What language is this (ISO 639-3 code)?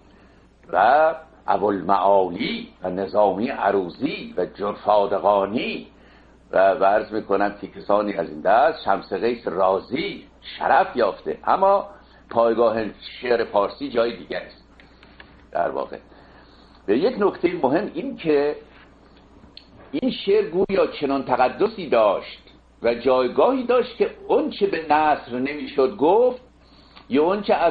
fas